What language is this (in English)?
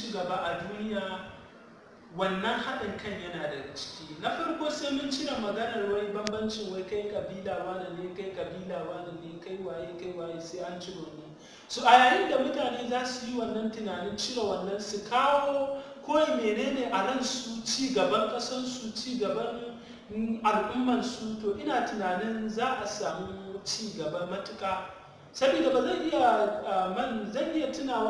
Hausa